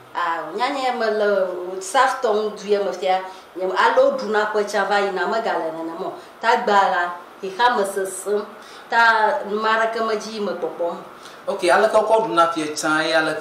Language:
Ewe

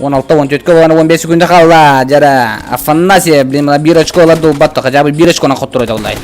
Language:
Yakut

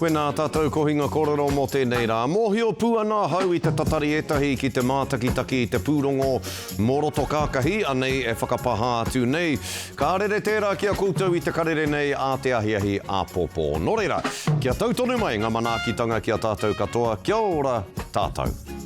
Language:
Māori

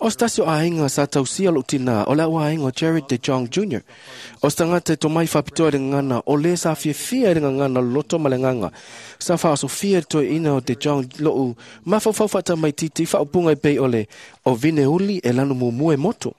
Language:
Samoan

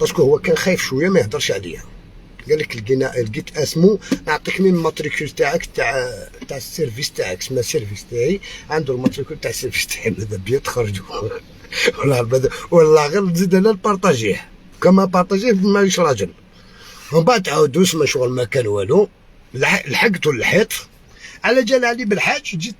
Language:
Algerian Arabic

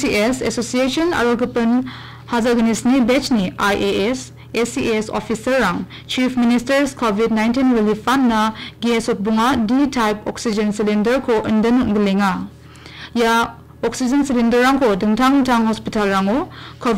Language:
Garo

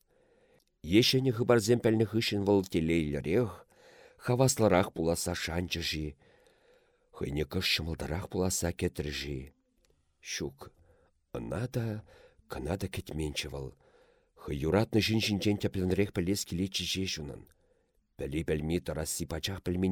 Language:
Chuvash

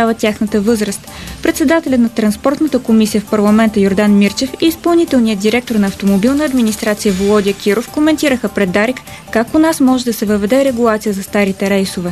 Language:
Bulgarian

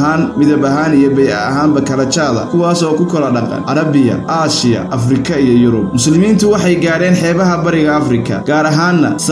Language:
Somali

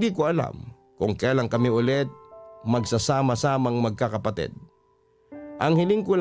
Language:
Filipino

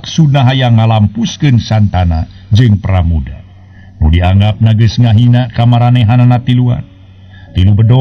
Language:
Sundanese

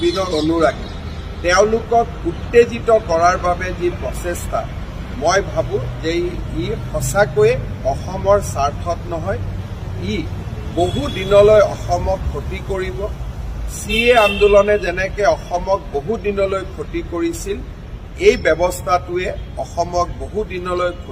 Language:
Assamese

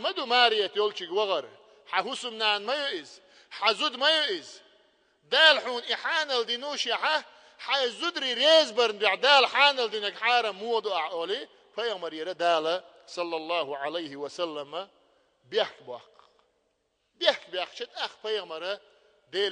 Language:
Chechen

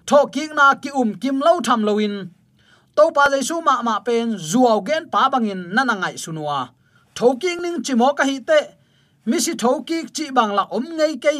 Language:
Tedim Chin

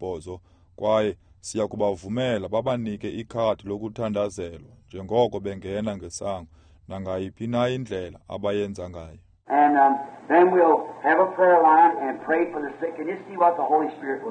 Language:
Xhosa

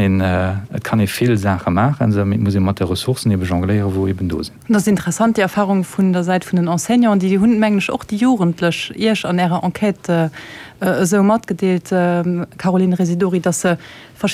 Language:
Luxembourgish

